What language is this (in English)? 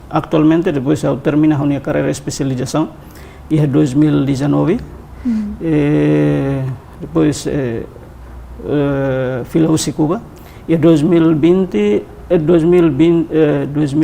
Tetum